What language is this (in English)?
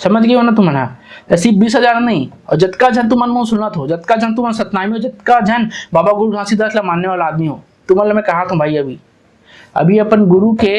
Chhattisgarhi